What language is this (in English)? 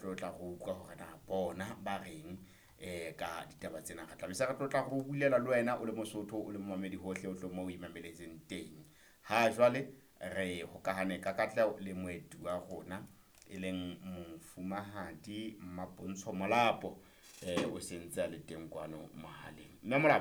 Southern Sotho